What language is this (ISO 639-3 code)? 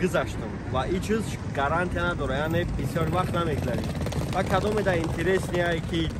tgk